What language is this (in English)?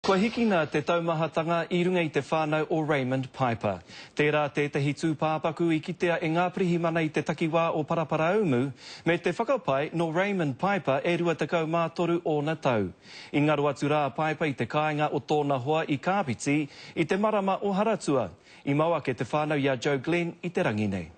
Māori